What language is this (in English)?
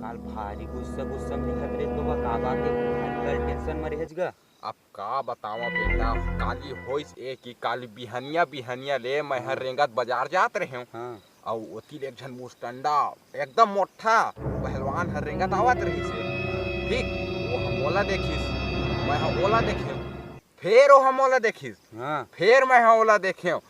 Chhattisgarhi